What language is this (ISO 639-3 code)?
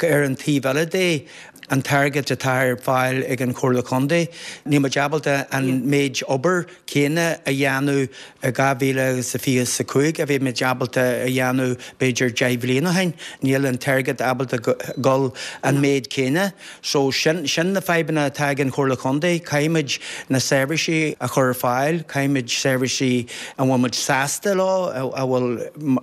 gle